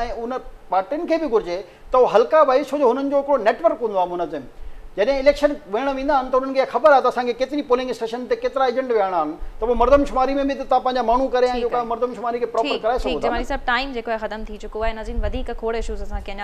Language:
Sindhi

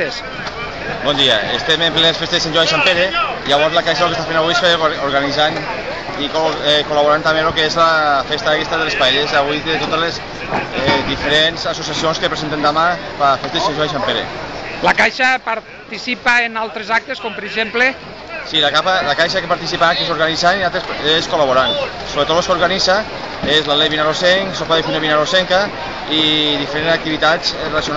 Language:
Catalan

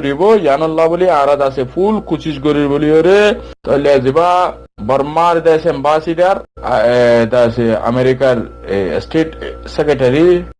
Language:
Rohingya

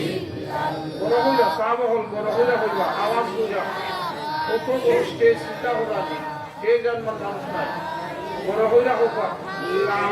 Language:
Sylheti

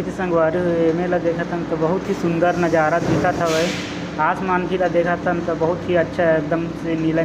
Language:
Chhattisgarhi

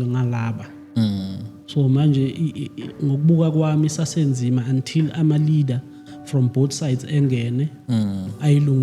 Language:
Zulu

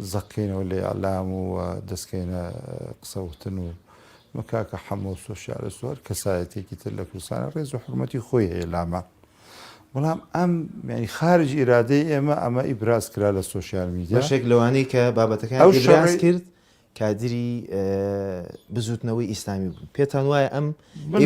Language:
Central Kurdish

